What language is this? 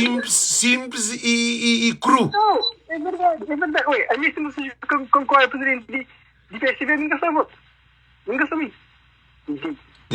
Kabuverdianu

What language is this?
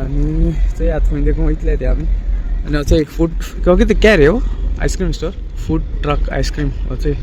Konkani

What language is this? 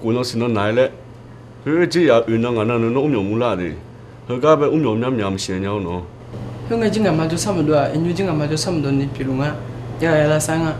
Akha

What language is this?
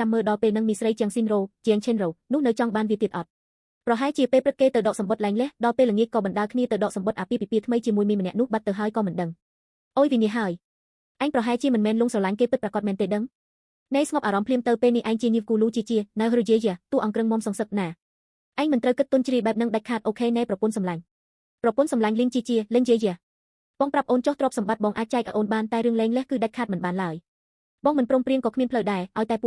Khmer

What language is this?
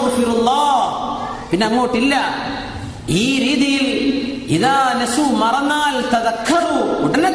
Malayalam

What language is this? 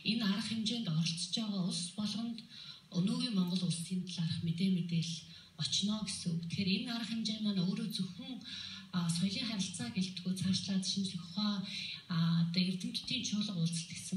Mongolian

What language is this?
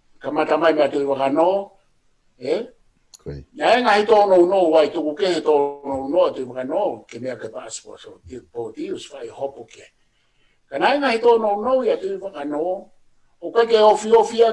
Tongan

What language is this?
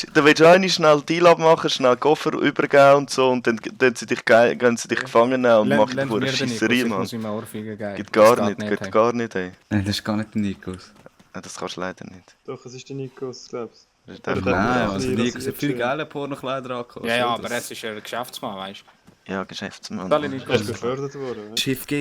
Swiss German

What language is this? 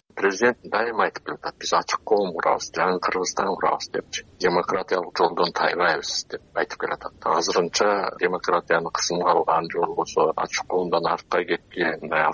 Kyrgyz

